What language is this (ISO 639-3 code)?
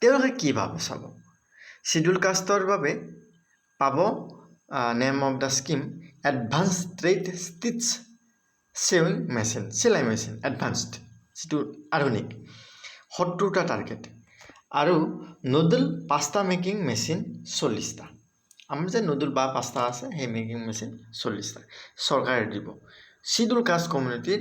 asm